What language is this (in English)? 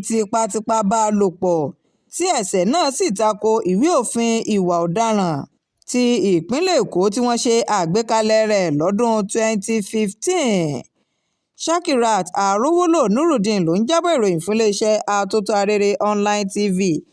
Yoruba